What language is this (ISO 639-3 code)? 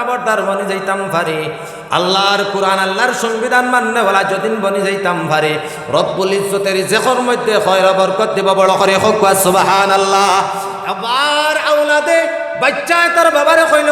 syl